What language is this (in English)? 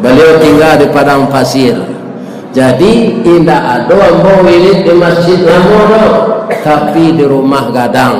Minangkabau